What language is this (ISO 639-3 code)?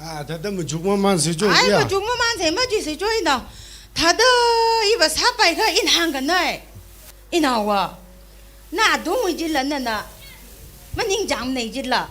nmf